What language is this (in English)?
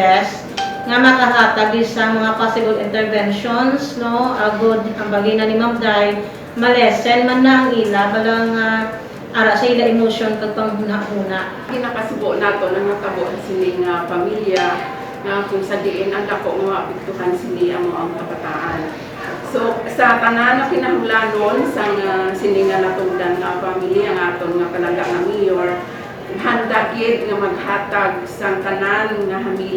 Hiligaynon